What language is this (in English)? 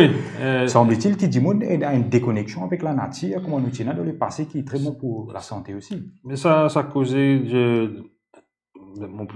Morisyen